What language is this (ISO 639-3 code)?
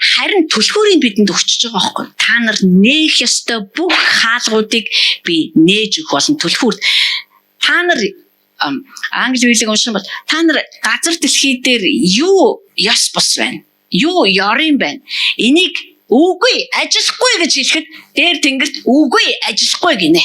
mon